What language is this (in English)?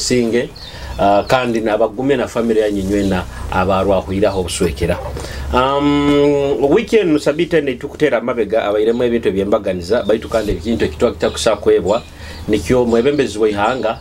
Nyoro